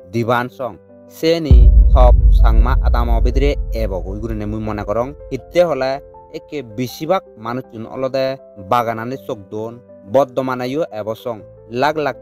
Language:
Chakma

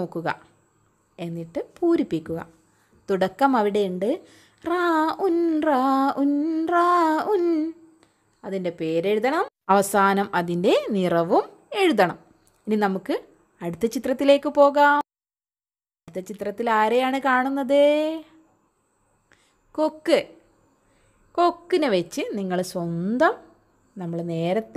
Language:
Malayalam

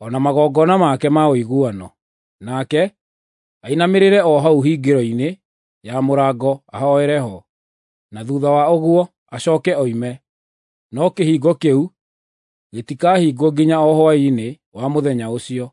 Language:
Kikuyu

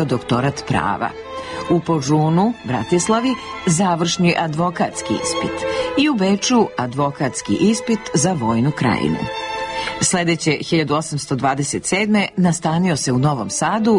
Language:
Serbian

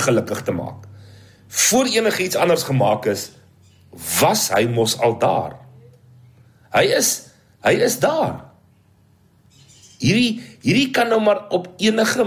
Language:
Afrikaans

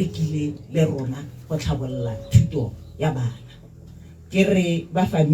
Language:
Tswana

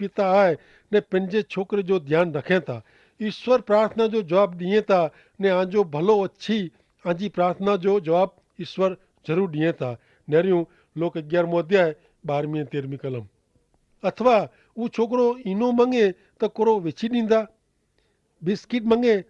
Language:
Kachhi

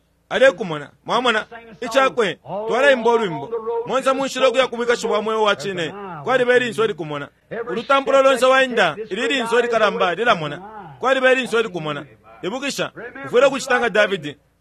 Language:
Bemba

